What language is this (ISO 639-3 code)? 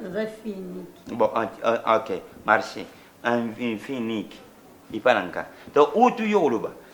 lin